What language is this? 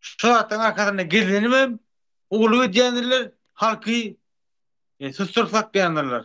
Turkmen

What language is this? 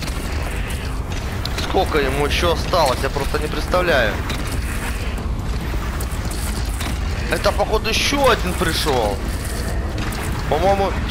Russian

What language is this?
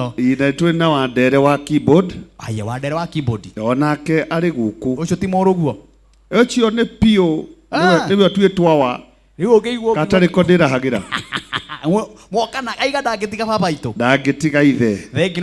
Kikuyu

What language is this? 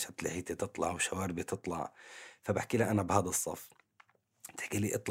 North Levantine Arabic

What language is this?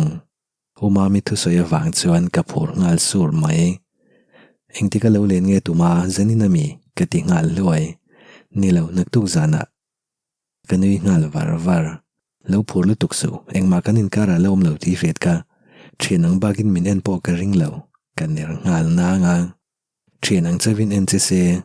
Mizo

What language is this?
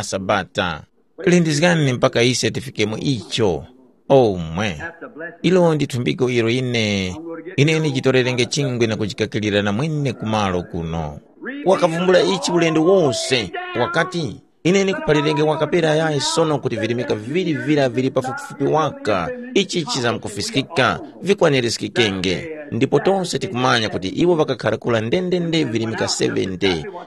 Tumbuka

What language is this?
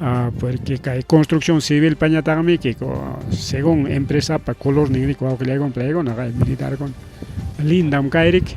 Ayacucho Quechua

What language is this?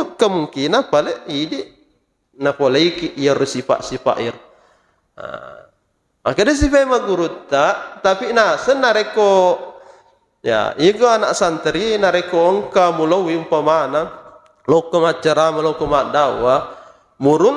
Buginese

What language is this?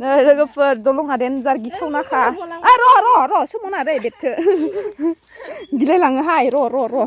Bodo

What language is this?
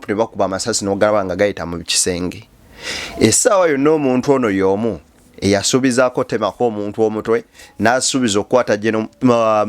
Ganda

